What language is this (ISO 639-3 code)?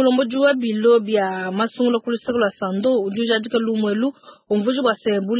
lua